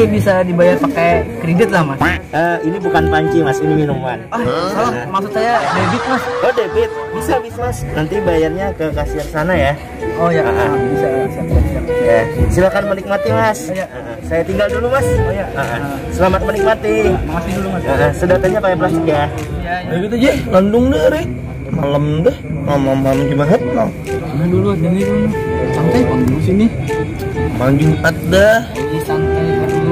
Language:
Banjar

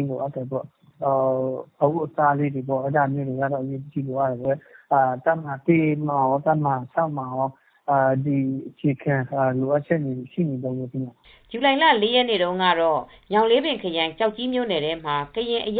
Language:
Burmese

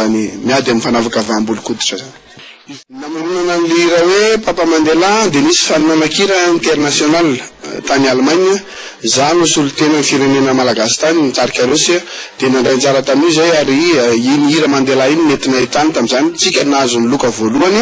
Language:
Malagasy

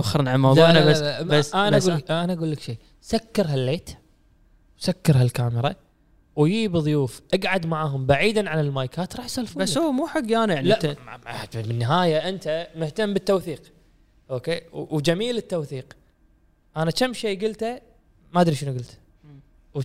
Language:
Gulf Arabic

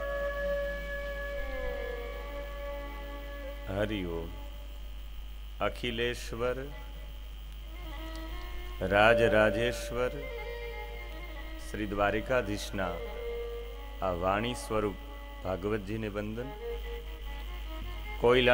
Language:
Gujarati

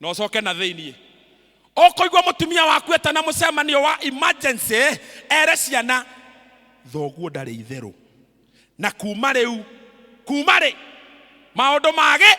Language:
Kikuyu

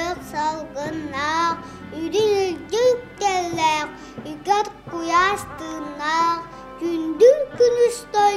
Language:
Yakut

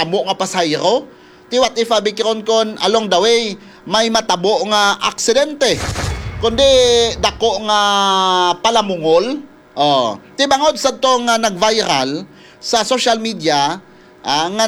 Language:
Hiligaynon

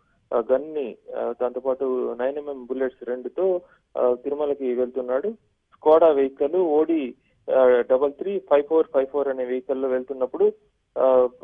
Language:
Telugu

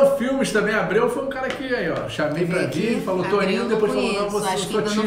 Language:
Portuguese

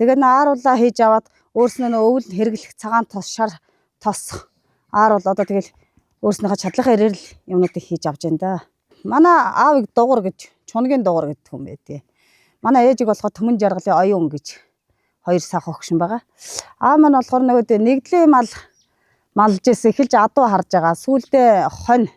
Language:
Mongolian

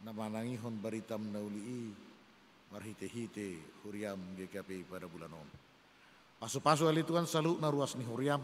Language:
Batak Toba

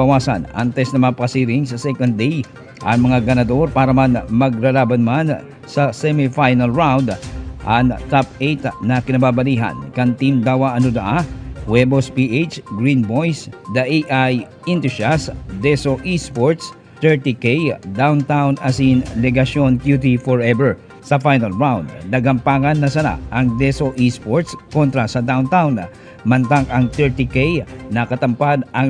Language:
Bikol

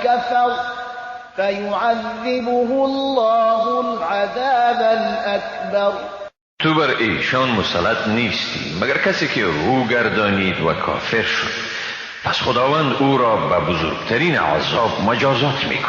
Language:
Persian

